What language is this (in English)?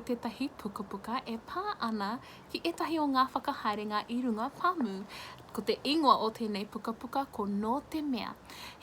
Māori